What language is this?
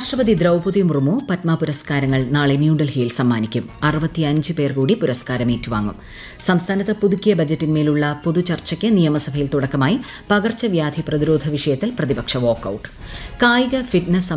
Malayalam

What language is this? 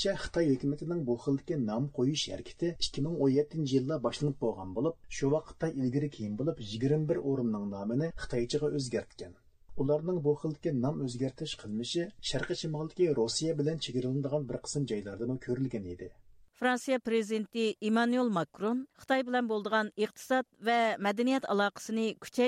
Uyghur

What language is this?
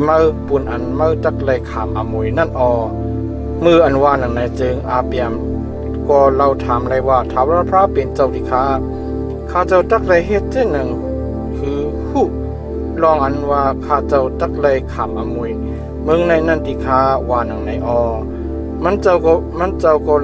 Shan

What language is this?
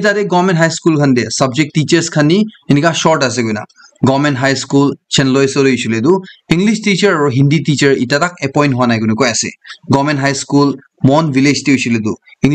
Naga Pidgin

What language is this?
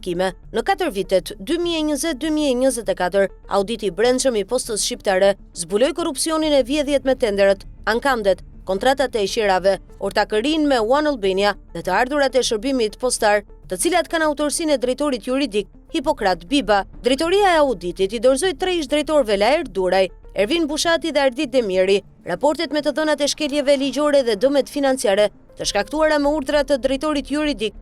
Albanian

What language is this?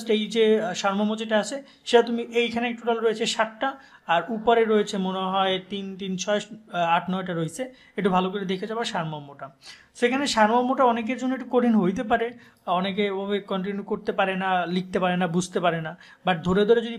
Bangla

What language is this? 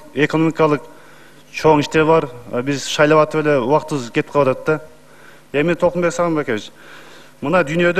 Kyrgyz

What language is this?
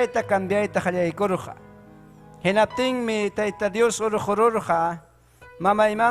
Ayacucho Quechua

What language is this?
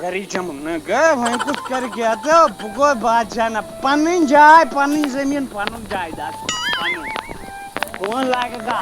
Kashmiri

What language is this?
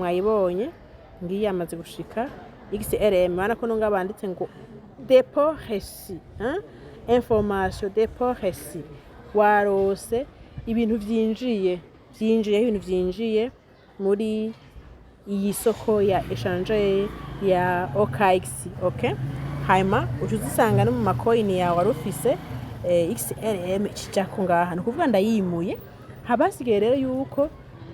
Rundi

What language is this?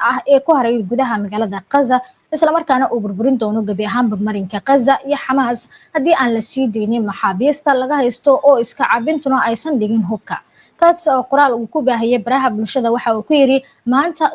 Somali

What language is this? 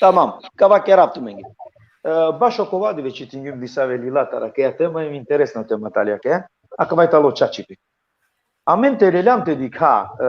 Balkan Romani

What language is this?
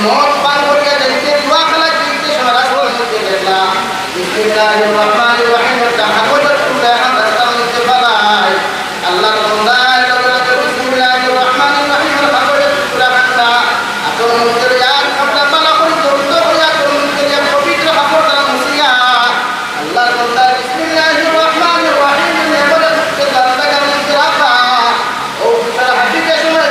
Sylheti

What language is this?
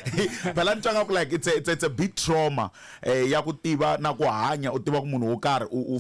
Tsonga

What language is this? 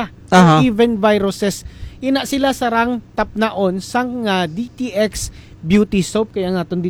Hiligaynon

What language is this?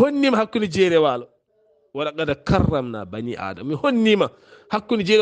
Fula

